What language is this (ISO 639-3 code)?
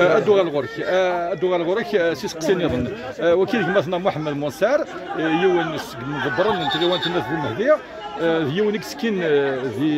kab